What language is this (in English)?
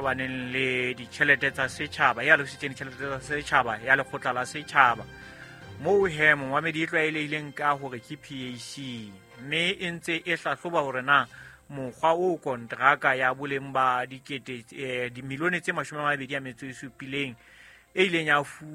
Southern Sotho